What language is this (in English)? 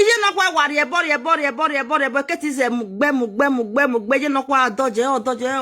Nigerian Pidgin